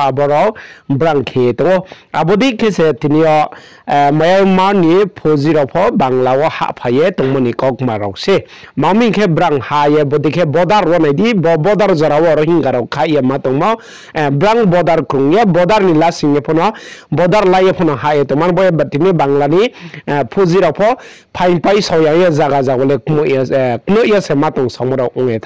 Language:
Riang (India)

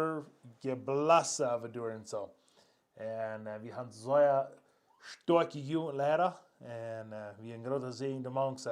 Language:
Plautdietsch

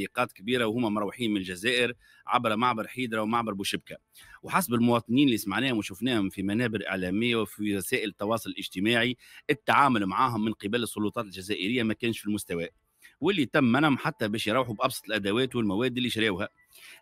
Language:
Tunisian Arabic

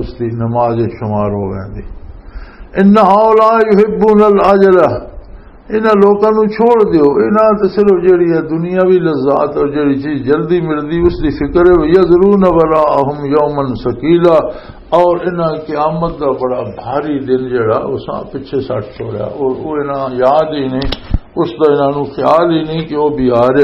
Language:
Western Panjabi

